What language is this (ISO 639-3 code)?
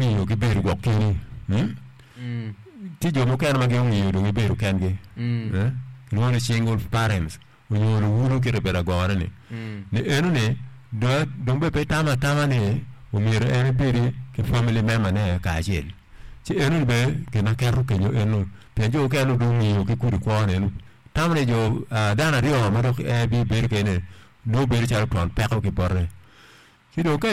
ach